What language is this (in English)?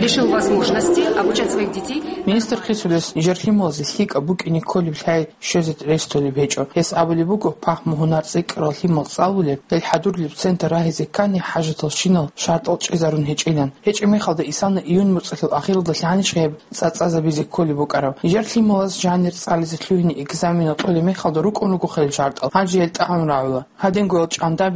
Avaric